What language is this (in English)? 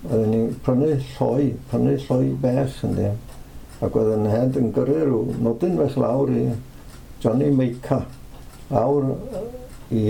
Welsh